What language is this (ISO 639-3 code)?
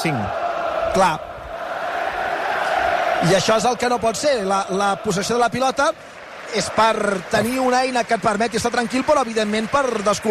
cat